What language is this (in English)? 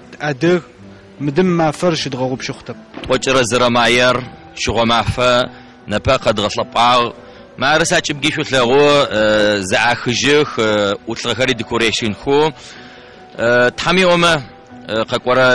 Adyghe